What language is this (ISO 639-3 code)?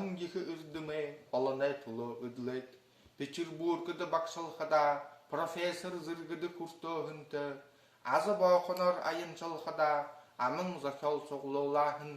bua